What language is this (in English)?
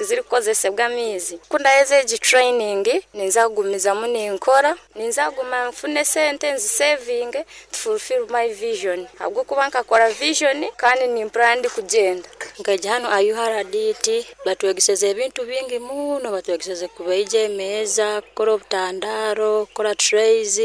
Nyoro